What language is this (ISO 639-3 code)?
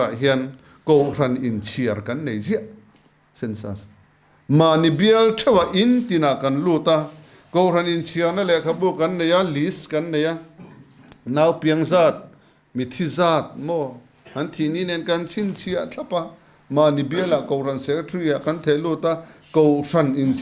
lus